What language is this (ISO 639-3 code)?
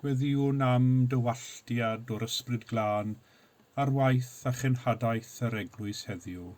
cym